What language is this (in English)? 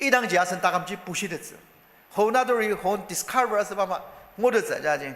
Ao Naga